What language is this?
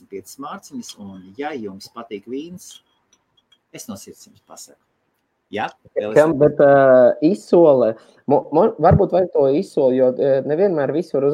Latvian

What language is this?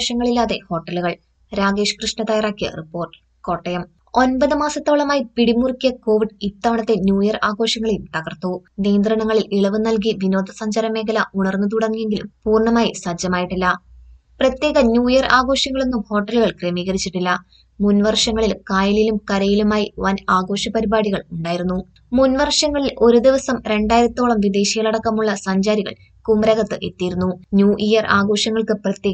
Malayalam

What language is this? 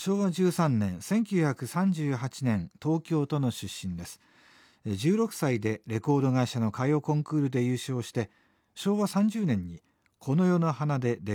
Japanese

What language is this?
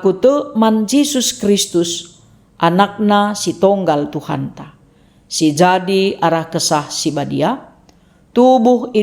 Batak Karo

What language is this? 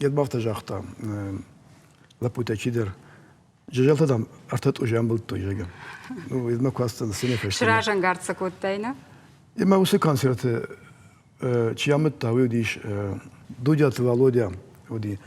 Ossetic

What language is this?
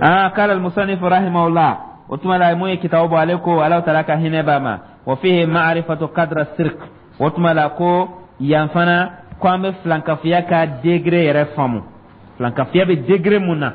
Dyula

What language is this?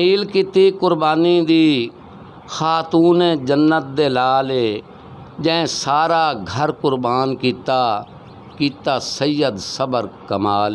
Western Panjabi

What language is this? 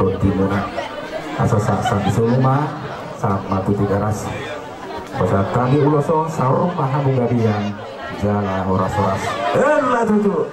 Batak Toba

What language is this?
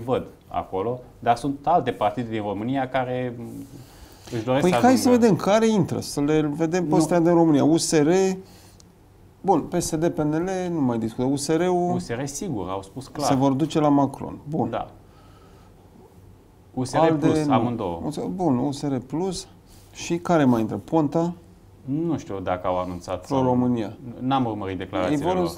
Romanian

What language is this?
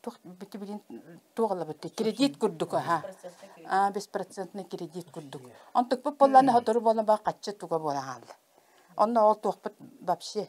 Yakut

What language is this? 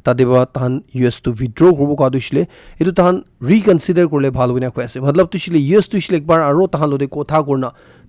Naga Pidgin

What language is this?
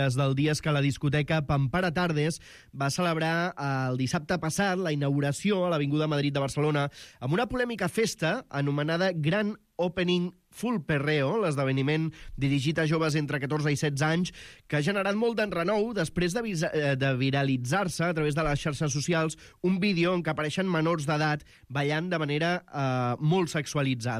Catalan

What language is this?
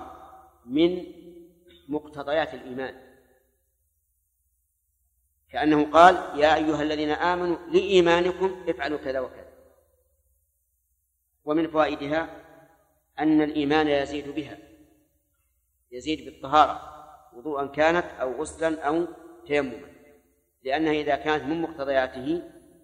Arabic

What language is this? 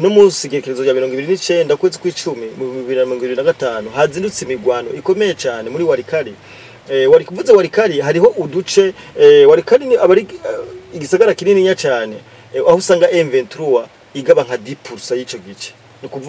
Rundi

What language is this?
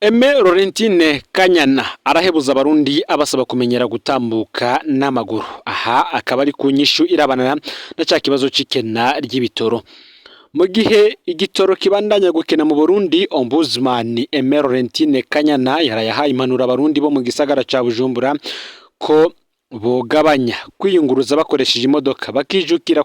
Rundi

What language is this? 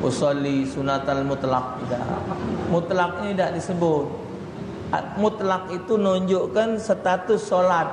Musi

